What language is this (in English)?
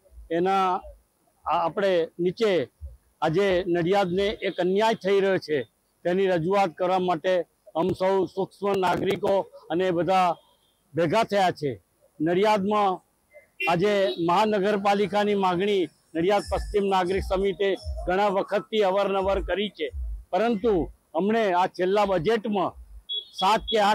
Gujarati